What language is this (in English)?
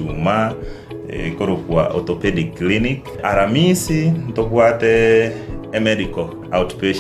Gusii